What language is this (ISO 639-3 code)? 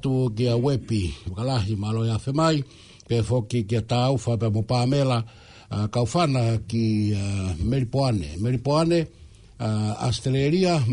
ton